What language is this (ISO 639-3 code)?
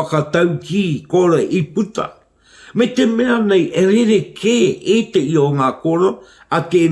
mri